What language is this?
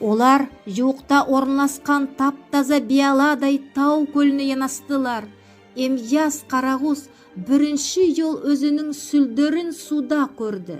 Nogai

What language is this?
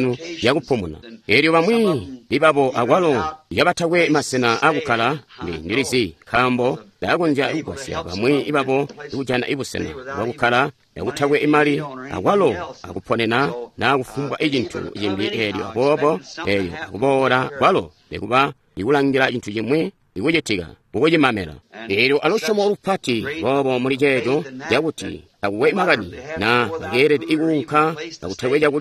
Tonga (Zambia)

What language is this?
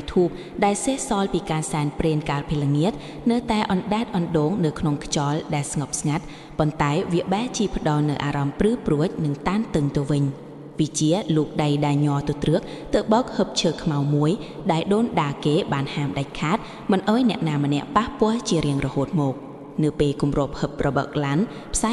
Khmer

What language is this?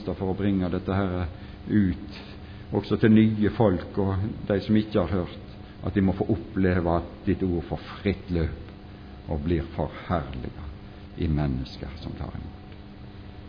Norwegian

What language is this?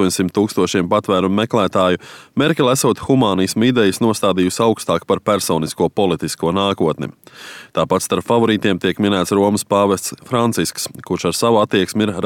Latvian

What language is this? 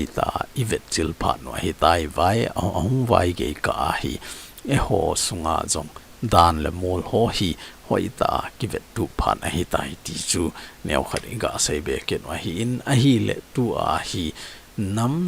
Thado Chin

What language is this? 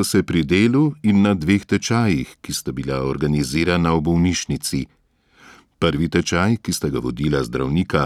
Slovenian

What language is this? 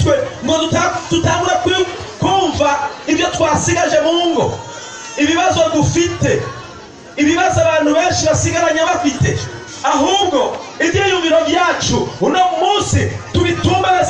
Rundi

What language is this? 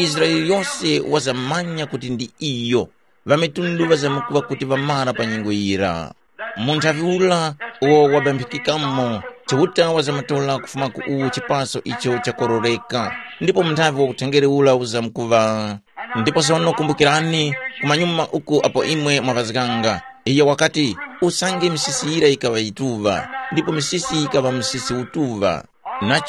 Tumbuka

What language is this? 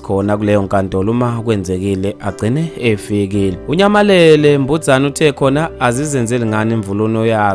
Zulu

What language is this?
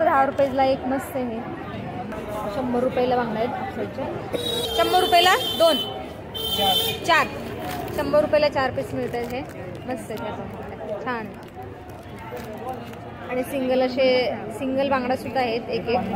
Marathi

